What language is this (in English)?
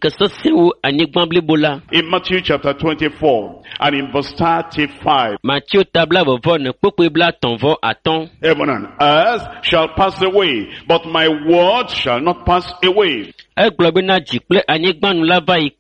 Ewe